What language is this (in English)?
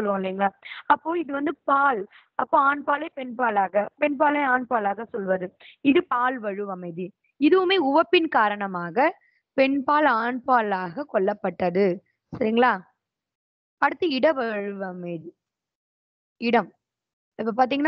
Tamil